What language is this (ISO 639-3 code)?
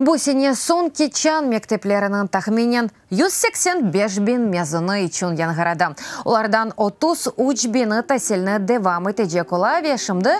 crh